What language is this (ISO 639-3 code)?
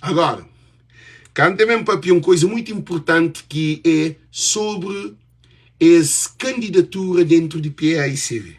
kea